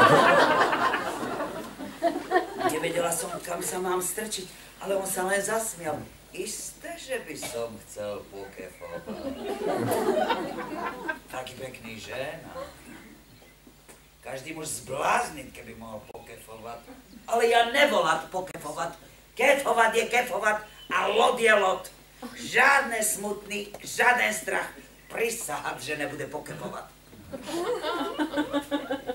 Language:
Slovak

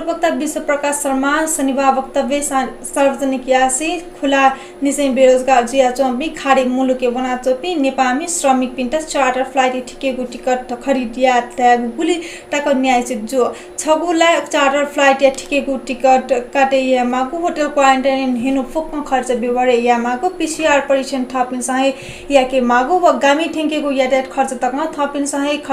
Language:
Newari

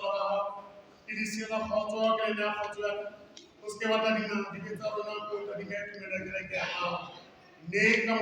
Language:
Southern Sotho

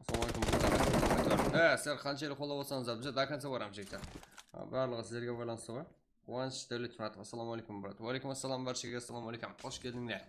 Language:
Kara-Kalpak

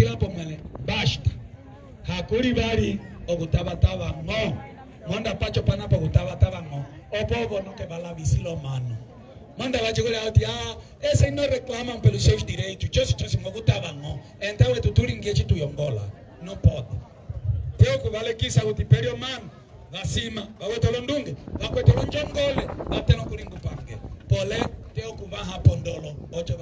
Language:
Umbundu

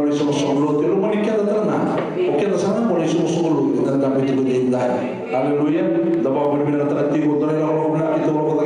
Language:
Fijian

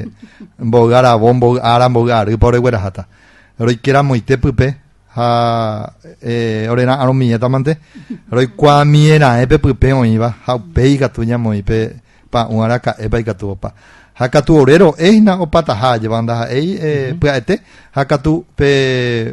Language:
Guarani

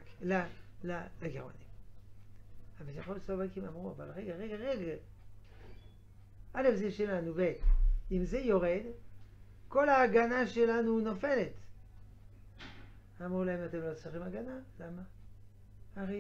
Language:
Hebrew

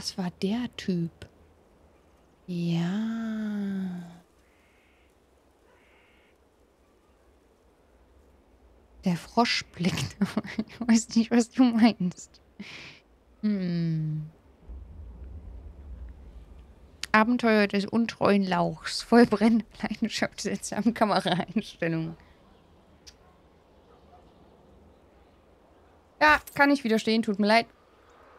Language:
German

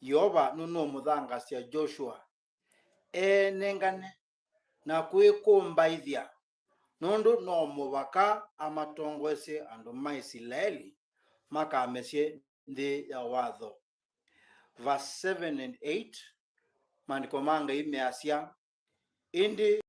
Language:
Kamba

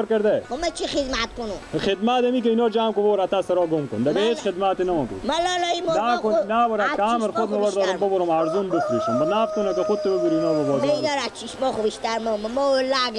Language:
Persian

